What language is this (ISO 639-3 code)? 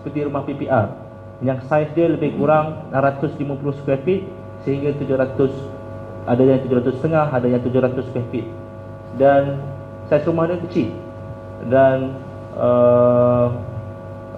msa